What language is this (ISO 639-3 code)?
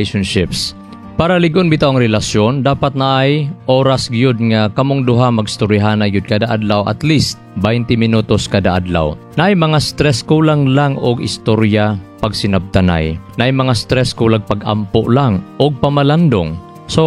ceb